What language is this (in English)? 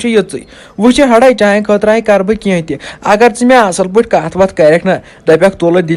Kashmiri